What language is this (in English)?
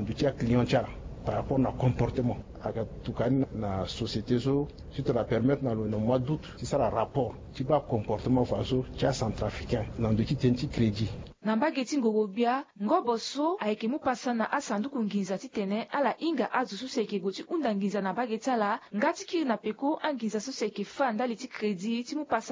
Sango